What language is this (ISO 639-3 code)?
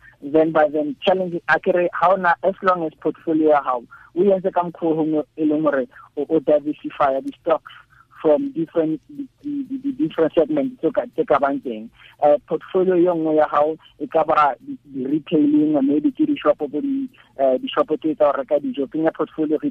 tsn